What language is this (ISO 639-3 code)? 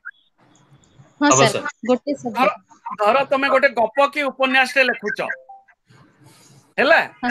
ori